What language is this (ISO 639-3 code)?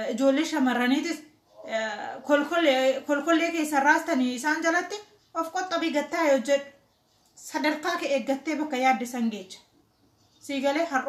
orm